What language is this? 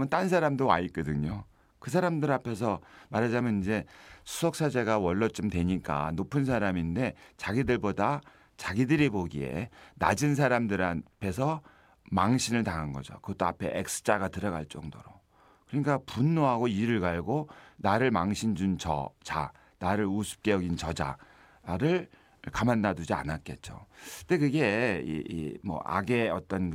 Korean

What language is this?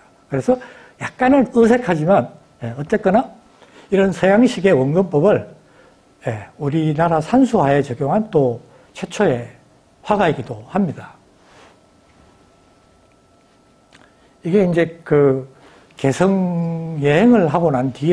Korean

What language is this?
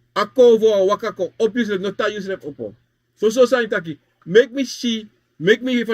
Sranan Tongo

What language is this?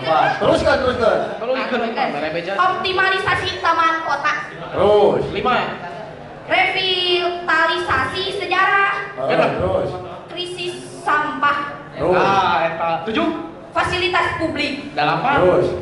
Sundanese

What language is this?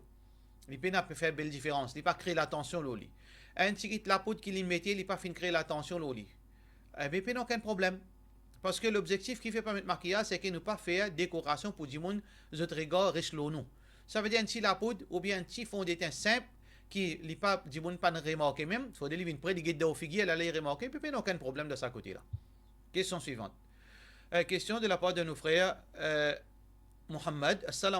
Morisyen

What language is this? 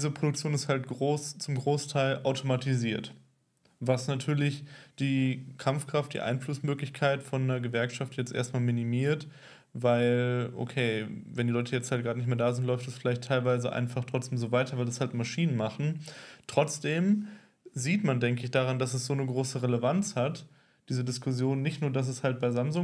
German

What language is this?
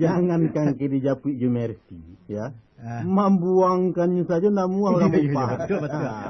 Minangkabau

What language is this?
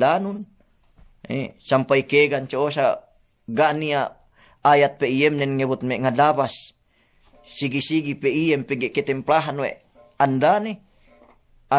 Yakan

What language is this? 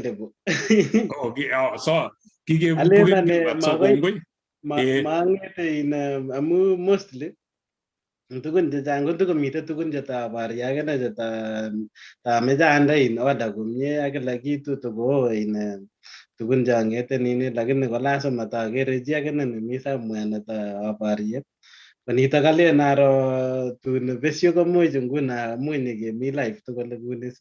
Kalenjin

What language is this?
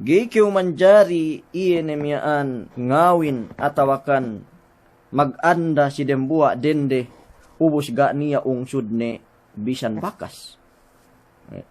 Yakan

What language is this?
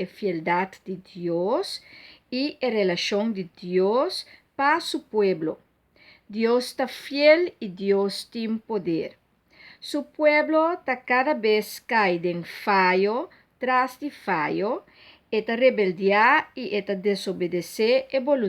Papiamento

